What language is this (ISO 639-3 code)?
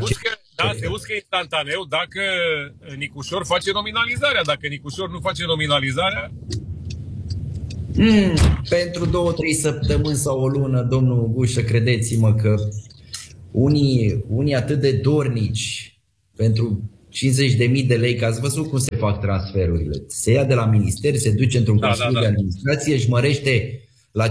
ron